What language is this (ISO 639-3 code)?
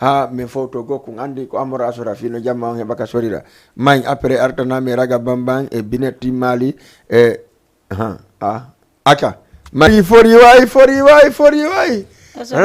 ful